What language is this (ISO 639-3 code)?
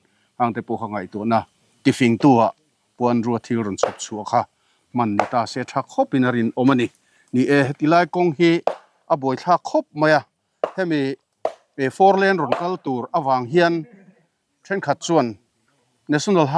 lus